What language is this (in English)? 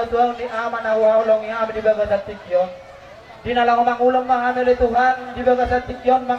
Batak Toba